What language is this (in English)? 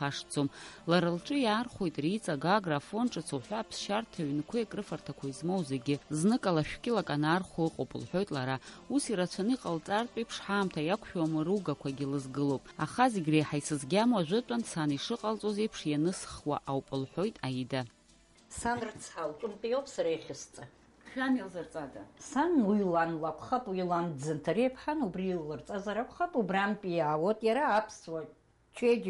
Abkhazian